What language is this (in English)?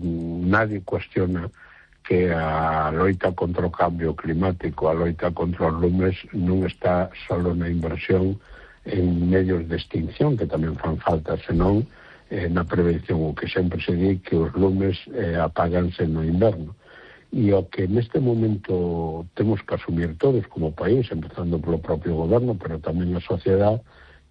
Galician